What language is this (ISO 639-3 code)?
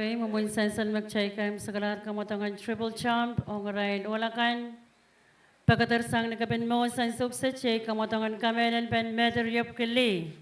pon